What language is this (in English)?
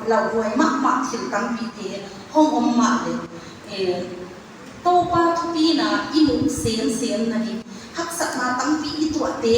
Paite Chin